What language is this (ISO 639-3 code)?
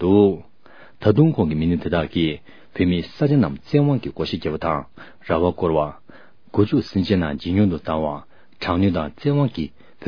bod